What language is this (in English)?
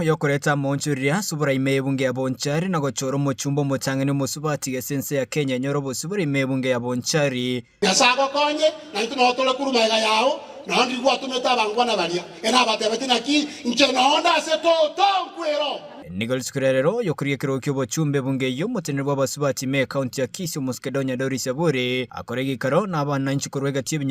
Gusii